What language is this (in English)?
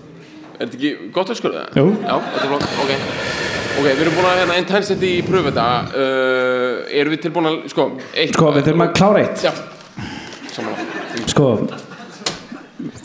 Icelandic